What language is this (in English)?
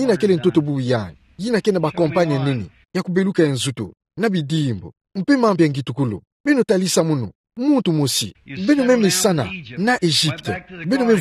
Kituba (Democratic Republic of Congo)